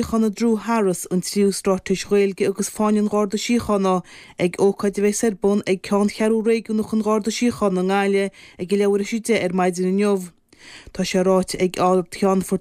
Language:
Irish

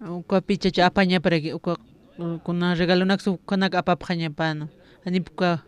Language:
Aymara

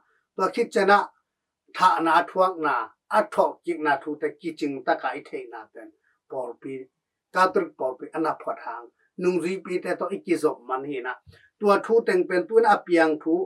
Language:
Tedim Chin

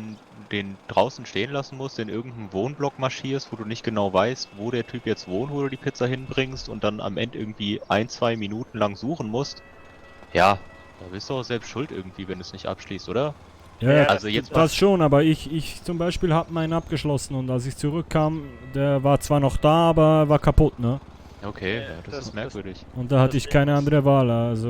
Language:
Swiss German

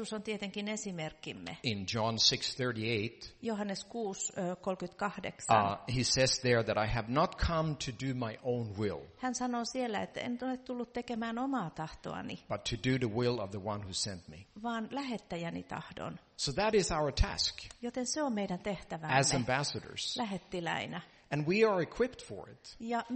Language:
Finnish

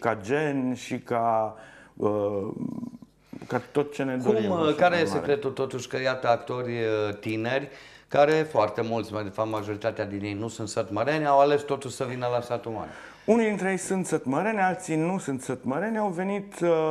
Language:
Romanian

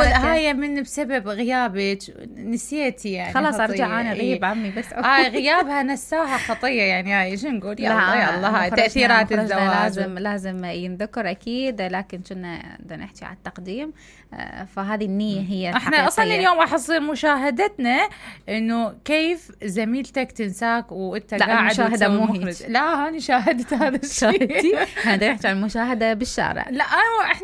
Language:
Mesopotamian Arabic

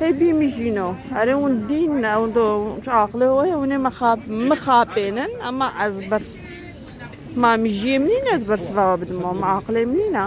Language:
Kurdish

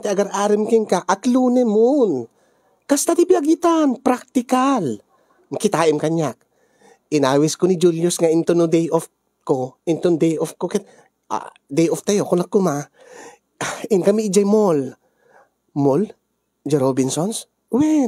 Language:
Iloko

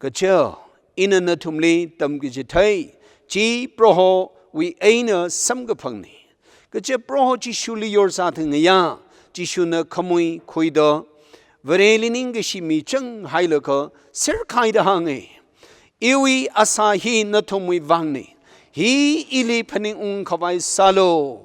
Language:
Tangkhul Naga (India)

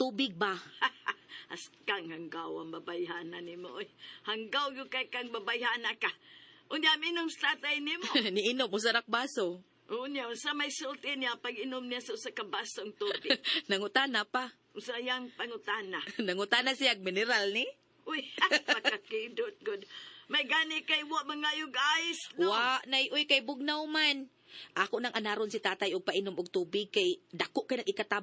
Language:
Cebuano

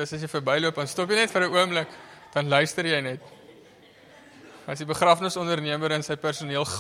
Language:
Afrikaans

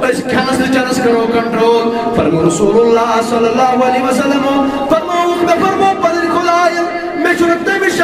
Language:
Kashmiri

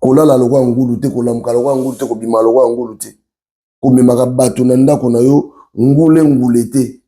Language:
Lingala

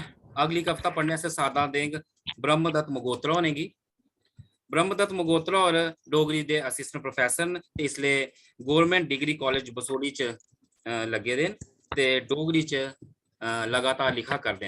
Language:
Dogri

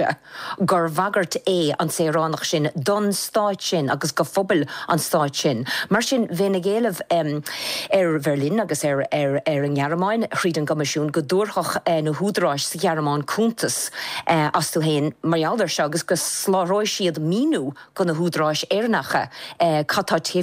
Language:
Irish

